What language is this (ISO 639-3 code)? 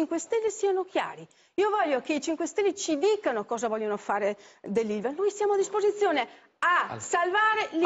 ita